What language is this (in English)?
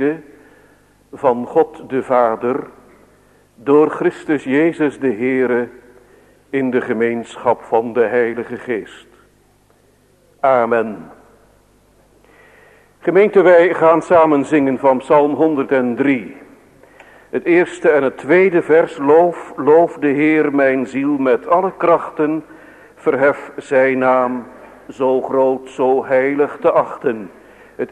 Dutch